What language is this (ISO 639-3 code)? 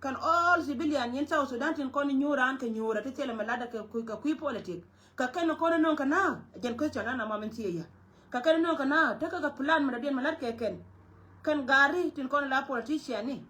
nus